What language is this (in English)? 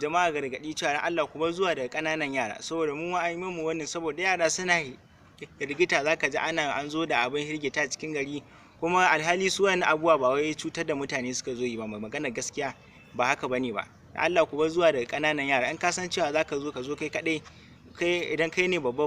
Hausa